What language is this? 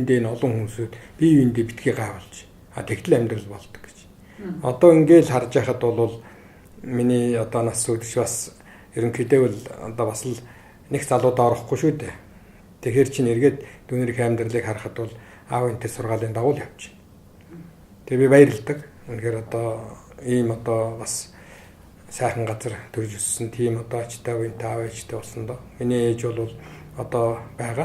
Mongolian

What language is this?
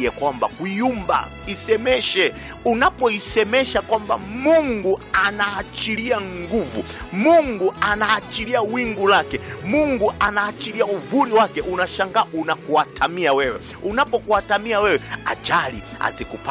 Swahili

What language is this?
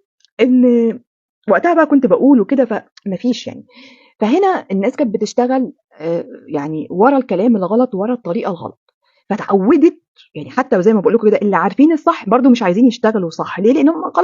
Egyptian Arabic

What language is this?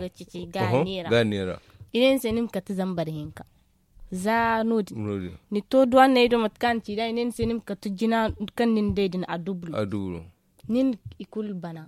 Zarma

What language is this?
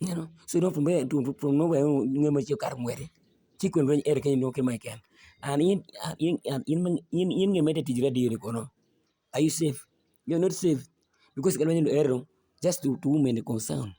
Acoli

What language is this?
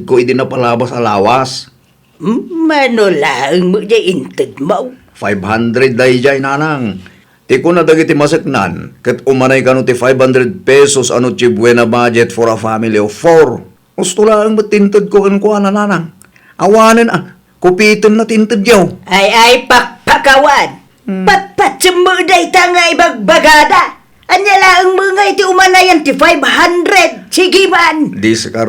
Iloko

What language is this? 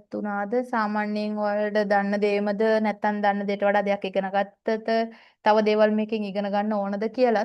Sinhala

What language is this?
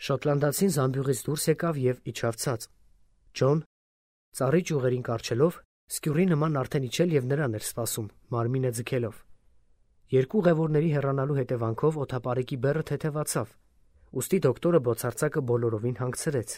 Armenian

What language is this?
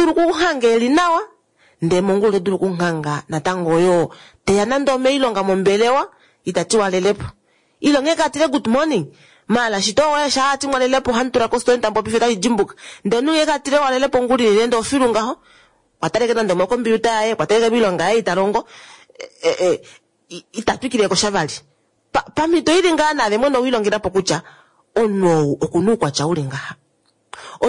Kuanyama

